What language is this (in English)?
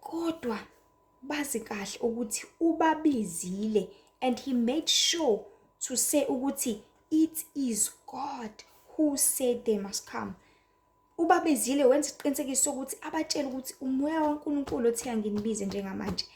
Zulu